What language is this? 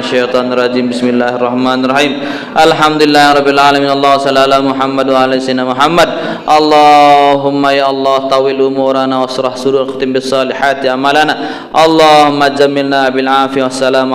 Sasak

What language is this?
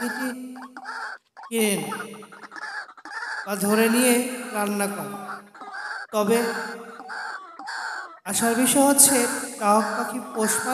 Bangla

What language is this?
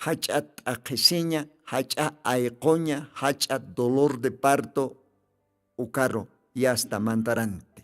Aymara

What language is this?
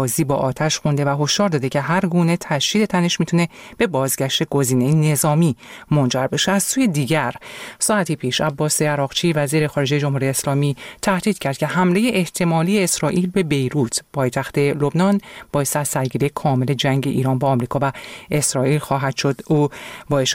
Persian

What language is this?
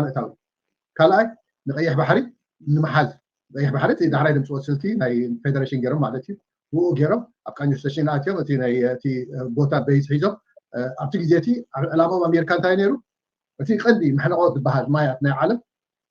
Tigrinya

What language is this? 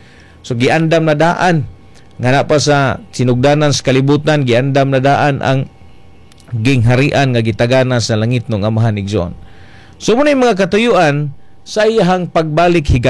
Cebuano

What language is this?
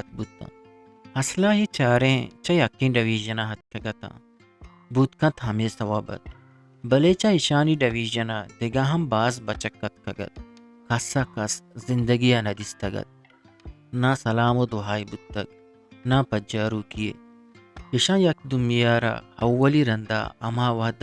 Eastern Balochi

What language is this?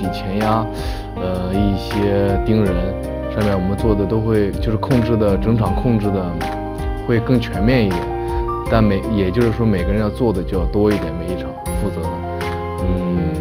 Chinese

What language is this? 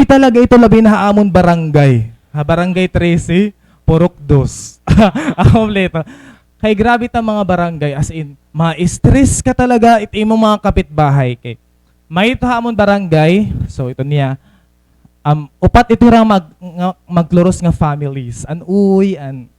Waray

